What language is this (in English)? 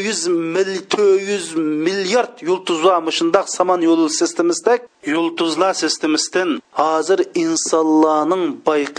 Uyghur